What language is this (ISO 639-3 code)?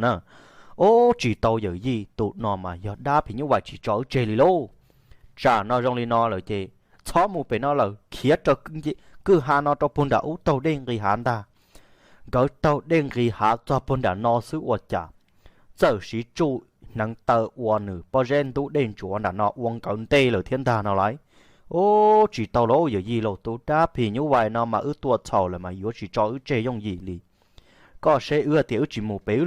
hmn